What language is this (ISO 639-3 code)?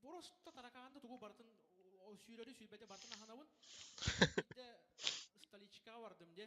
sah